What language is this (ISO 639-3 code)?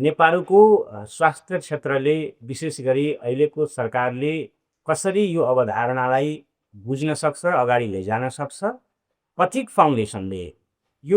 nep